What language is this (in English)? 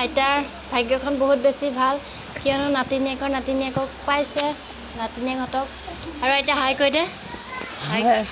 Assamese